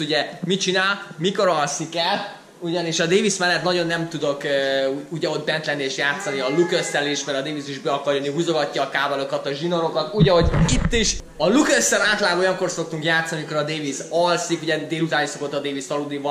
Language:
Hungarian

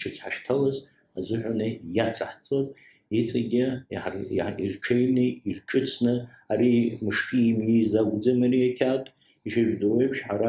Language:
Abkhazian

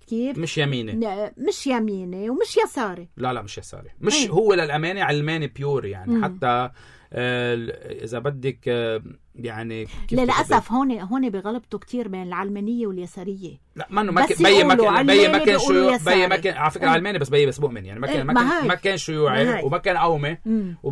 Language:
North Levantine Arabic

